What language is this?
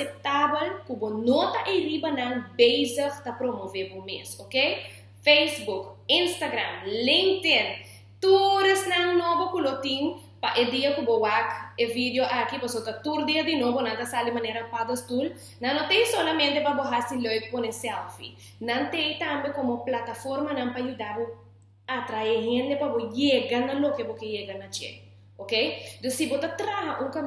Papiamento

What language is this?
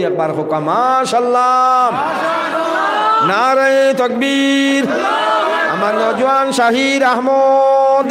Sylheti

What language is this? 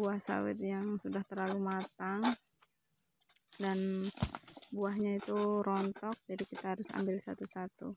Indonesian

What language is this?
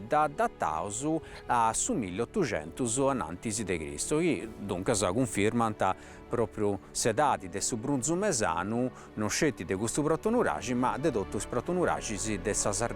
Sardinian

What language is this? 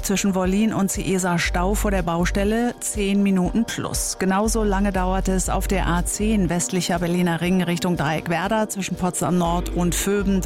German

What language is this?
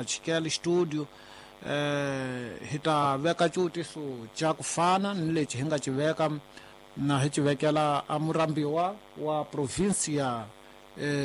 Tsonga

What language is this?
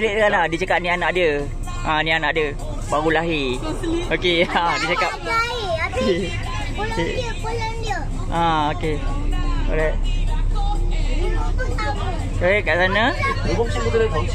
Malay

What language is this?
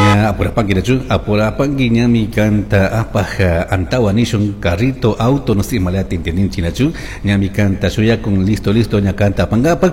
Chimborazo Highland Quichua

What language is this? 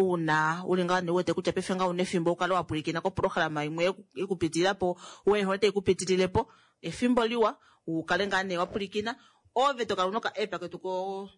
Kuanyama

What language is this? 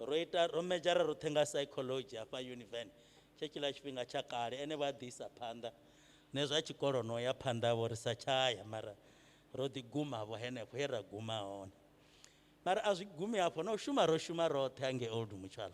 Venda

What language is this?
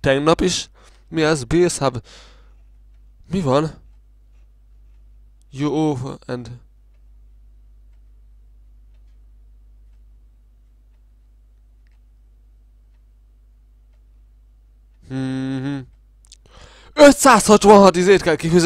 Hungarian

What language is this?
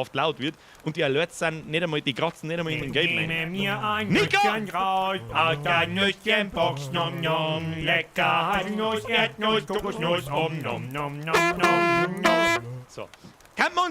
Bavarian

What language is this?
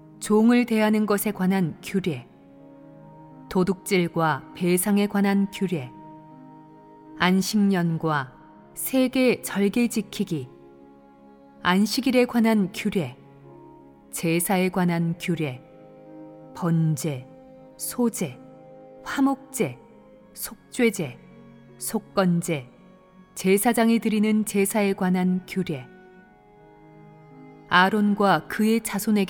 Korean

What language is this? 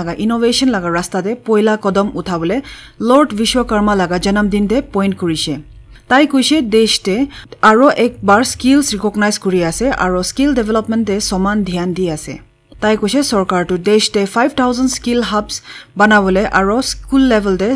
Naga Pidgin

